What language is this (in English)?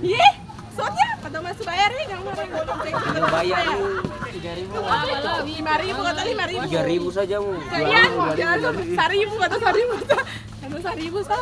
Ambonese Malay